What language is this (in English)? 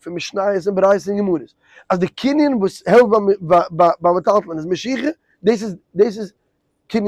Yiddish